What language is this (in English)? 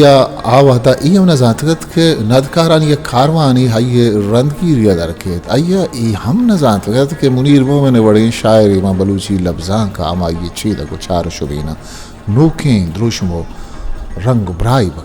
Eastern Balochi